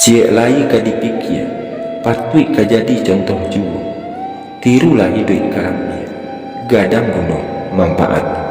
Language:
Minangkabau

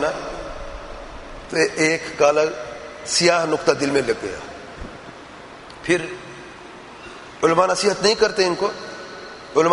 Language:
Urdu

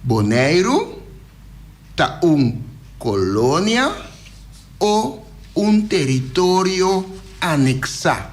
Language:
Papiamento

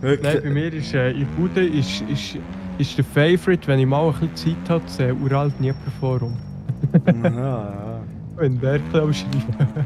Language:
Swiss German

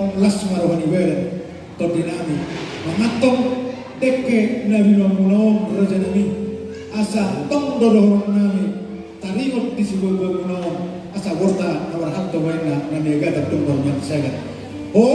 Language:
Batak Toba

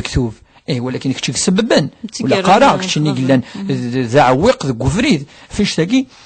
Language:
Kabyle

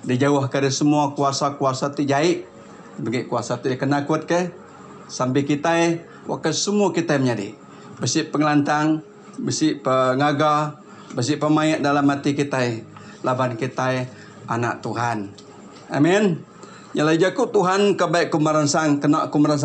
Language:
Iban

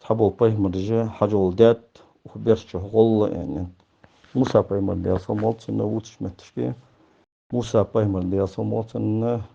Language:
Ingush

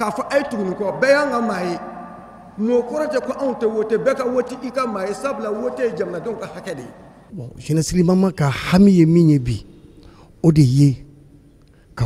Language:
Bambara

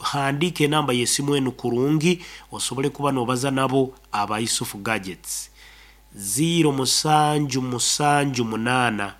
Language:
Nyankole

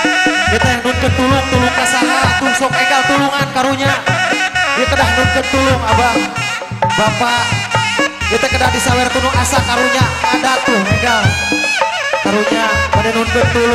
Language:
Sundanese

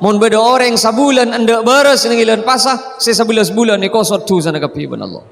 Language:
Madurese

